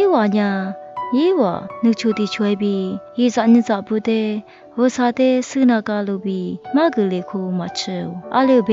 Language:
Lisu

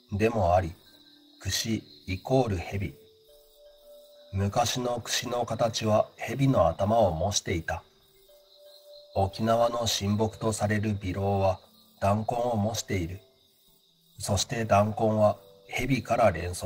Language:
Japanese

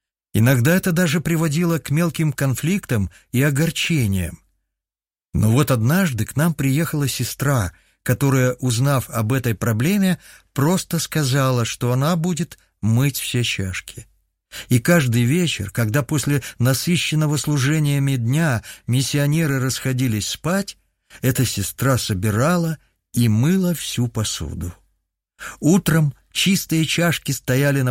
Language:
Russian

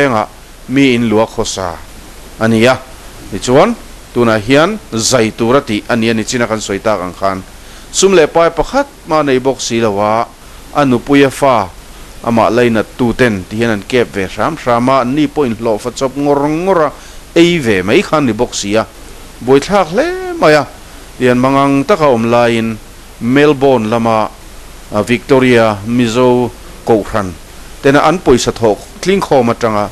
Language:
Mizo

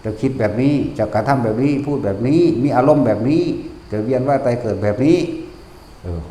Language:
Northeastern Thai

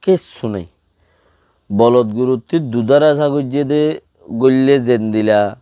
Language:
Rohingya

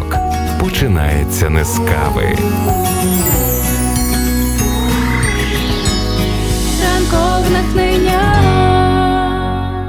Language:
Ukrainian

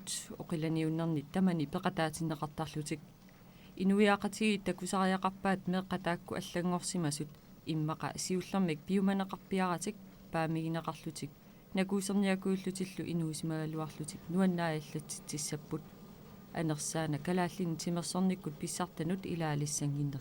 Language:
Kalaallisut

